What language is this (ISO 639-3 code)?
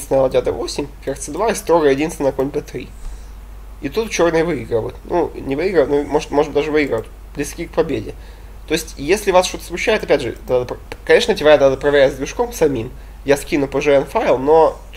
rus